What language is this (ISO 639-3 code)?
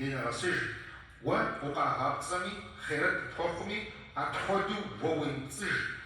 kbd